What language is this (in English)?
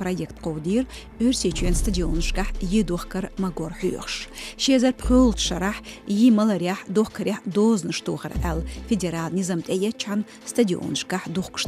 Chechen